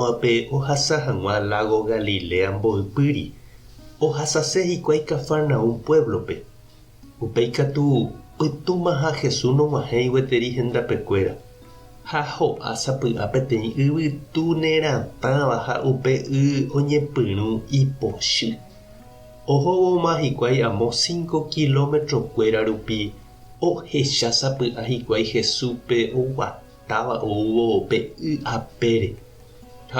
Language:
Guarani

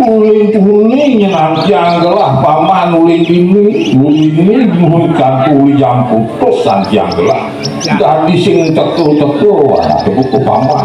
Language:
Balinese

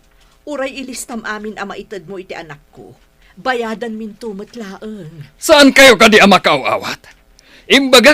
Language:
Iloko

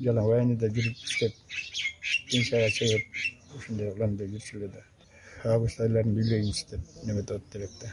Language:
Kyrgyz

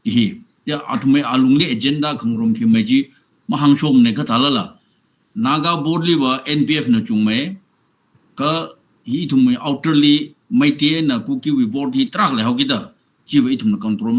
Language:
Tangkhul Naga (India)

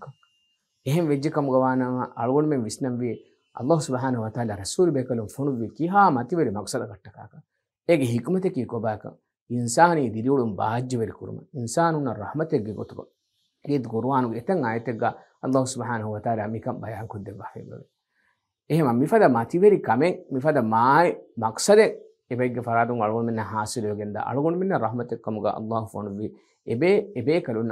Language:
Divehi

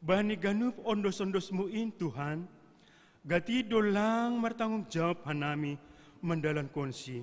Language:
Batak Simalungun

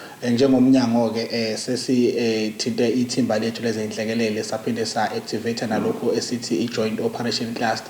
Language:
Zulu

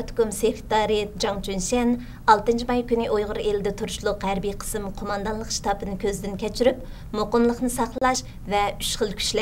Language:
Uyghur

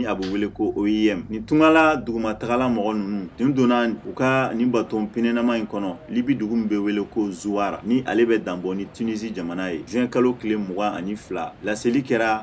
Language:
Bambara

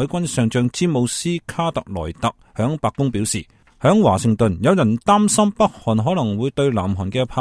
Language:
Cantonese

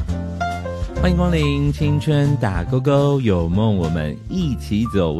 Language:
Chinese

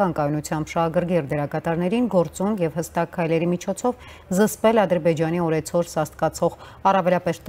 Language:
Armenian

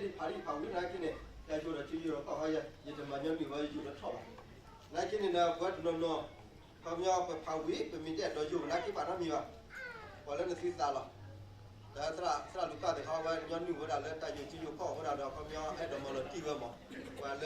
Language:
S'gaw Karen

